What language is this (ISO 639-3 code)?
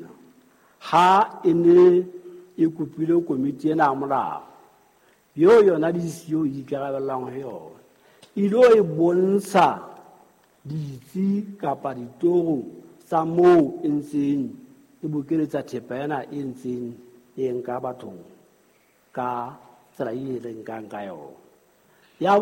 sot